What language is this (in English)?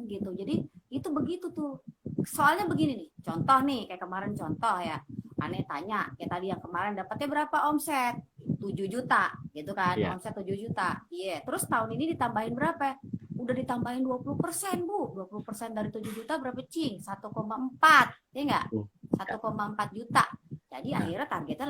Betawi